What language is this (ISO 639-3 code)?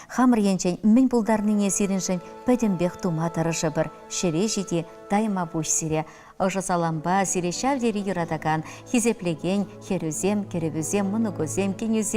chv